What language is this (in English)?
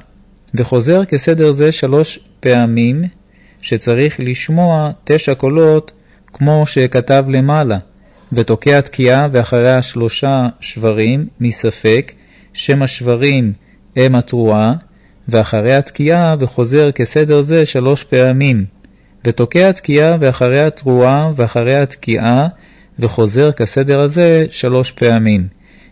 Hebrew